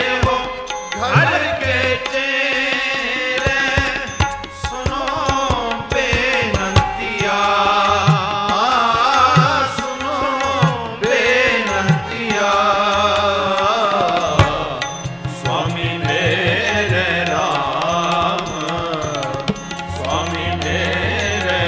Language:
Punjabi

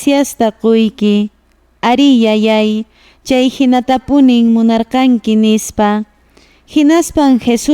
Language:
Quechua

